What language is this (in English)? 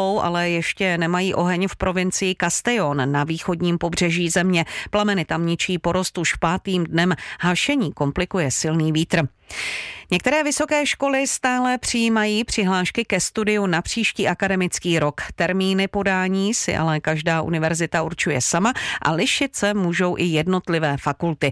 Czech